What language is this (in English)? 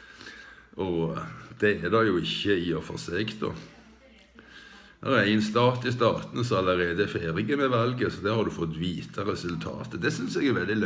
Norwegian